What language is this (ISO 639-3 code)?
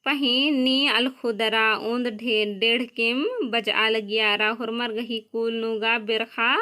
kru